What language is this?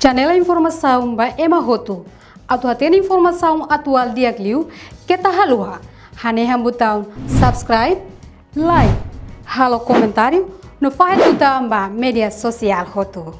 Tetum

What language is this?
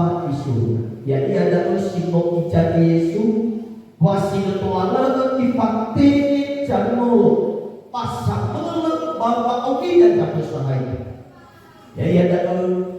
Nias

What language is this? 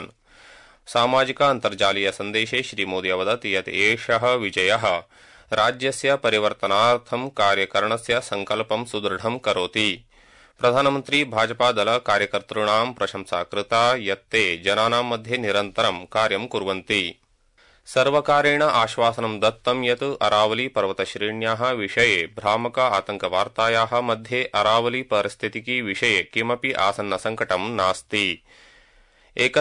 Sanskrit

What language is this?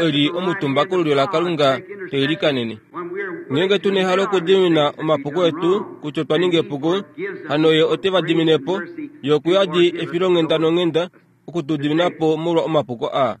Kuanyama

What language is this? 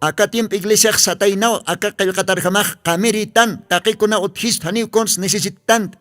Aymara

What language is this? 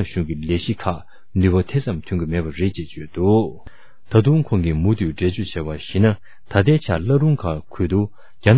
Tibetan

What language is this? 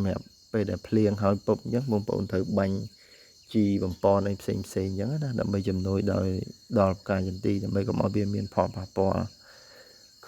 Khmer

